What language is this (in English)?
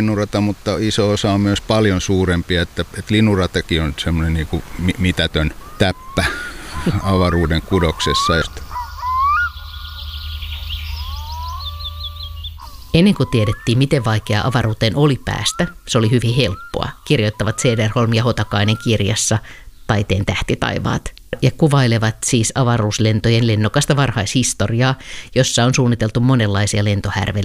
Finnish